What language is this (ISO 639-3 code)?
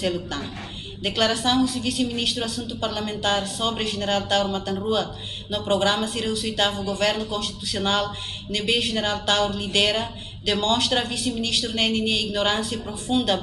tet